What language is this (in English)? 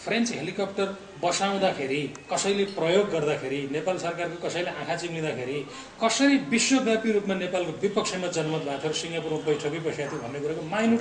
Nepali